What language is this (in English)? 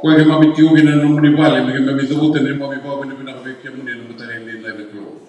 Fijian